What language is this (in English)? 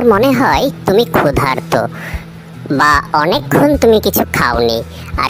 Bangla